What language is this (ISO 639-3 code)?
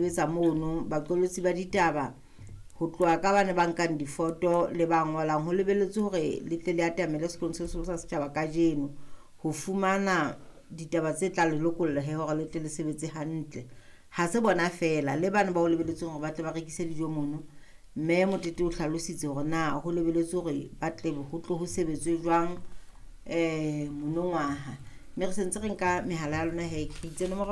sot